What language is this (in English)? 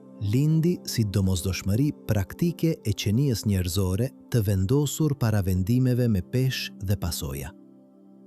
Albanian